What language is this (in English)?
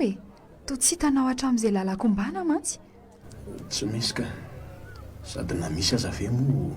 Malagasy